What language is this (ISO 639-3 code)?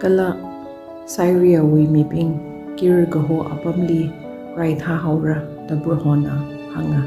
nmf